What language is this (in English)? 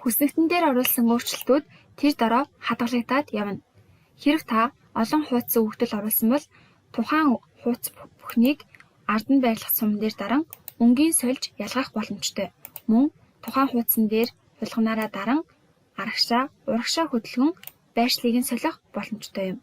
Mongolian